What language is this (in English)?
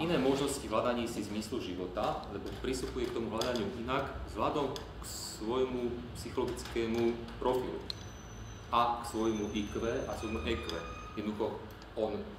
Slovak